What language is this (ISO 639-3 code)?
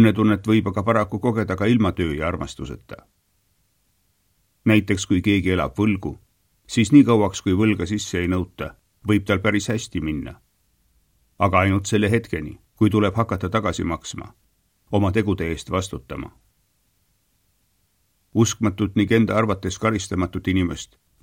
est